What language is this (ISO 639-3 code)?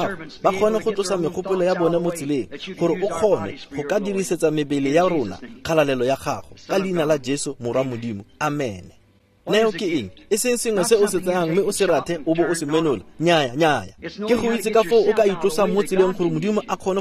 tsn